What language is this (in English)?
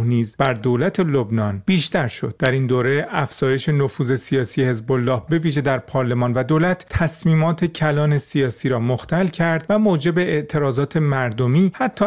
Persian